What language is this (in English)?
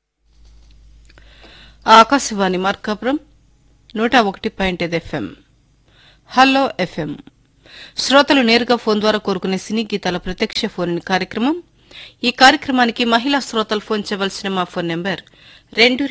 Telugu